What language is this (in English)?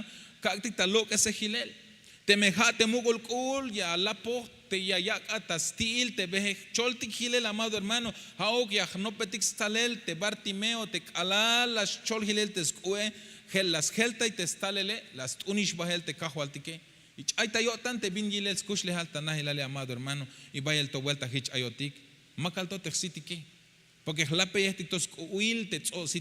Tzeltal